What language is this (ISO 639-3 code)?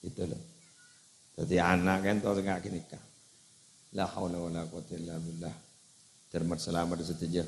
mad